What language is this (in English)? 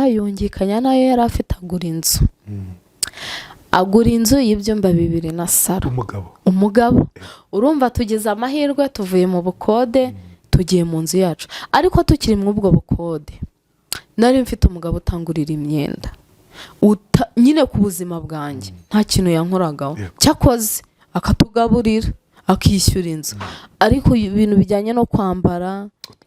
Kinyarwanda